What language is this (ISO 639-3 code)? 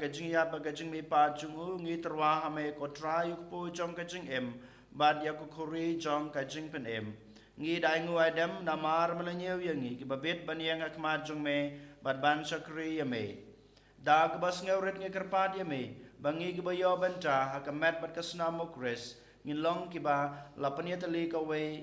kha